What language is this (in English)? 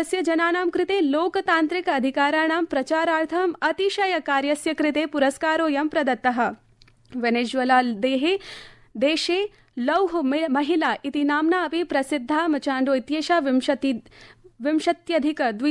Sanskrit